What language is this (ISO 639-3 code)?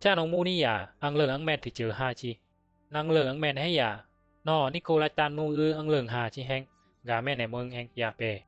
bzi